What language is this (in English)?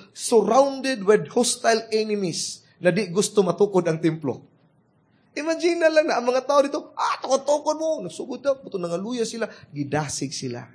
Cebuano